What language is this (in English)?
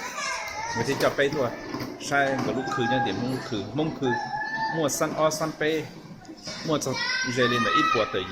Hmong